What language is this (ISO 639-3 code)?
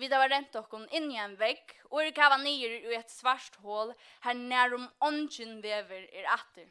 fao